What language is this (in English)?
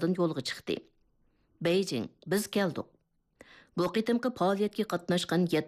Uyghur